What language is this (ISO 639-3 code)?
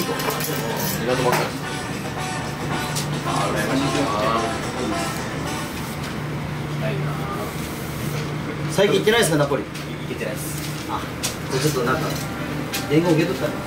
jpn